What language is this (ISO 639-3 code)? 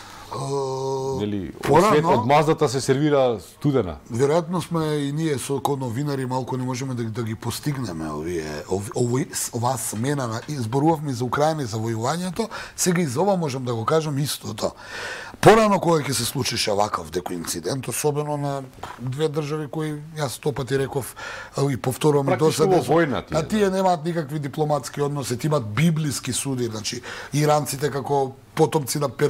mkd